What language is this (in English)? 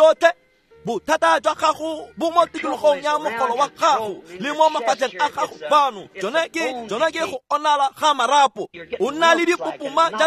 Tswana